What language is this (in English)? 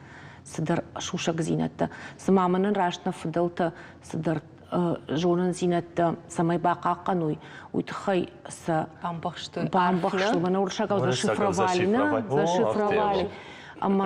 Ossetic